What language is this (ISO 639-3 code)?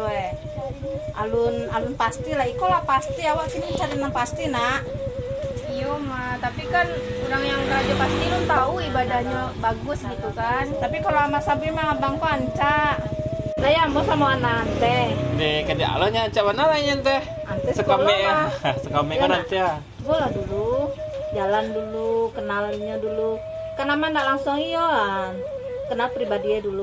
min